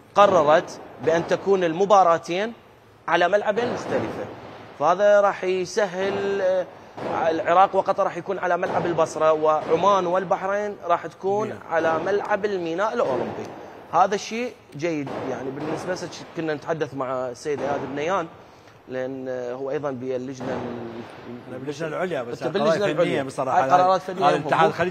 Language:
Mesopotamian Arabic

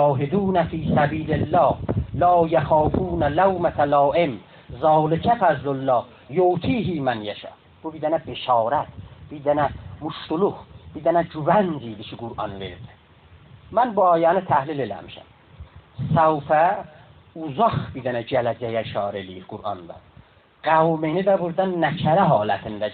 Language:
South Azerbaijani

